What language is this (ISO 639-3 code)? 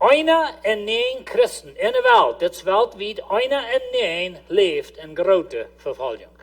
pdt